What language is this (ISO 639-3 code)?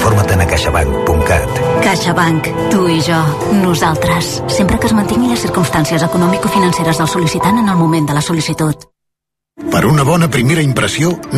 cat